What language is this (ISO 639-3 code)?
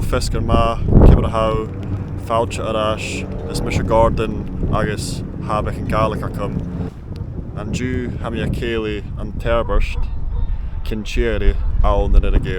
gla